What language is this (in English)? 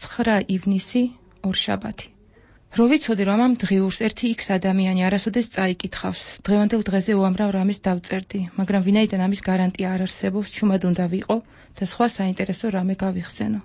Georgian